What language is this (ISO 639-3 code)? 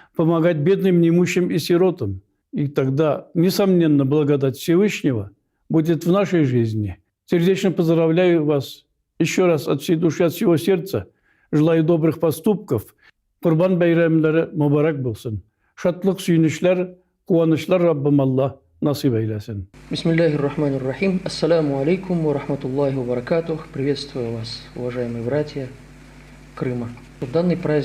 crh